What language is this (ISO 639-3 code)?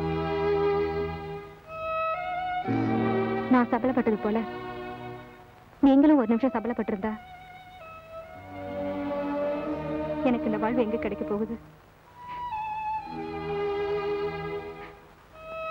tam